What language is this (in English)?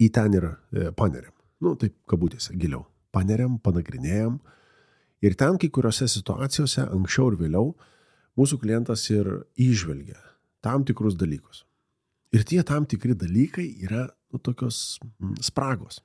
Lithuanian